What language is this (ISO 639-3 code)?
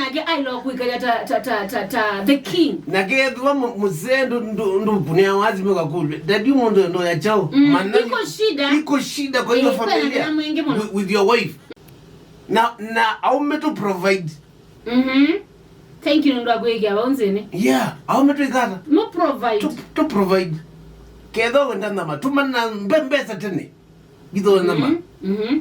kam